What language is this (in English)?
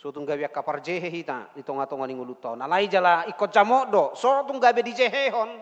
Batak Toba